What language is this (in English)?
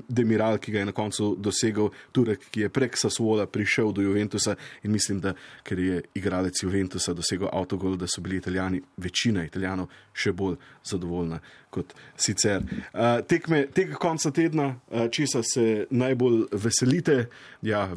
Slovenian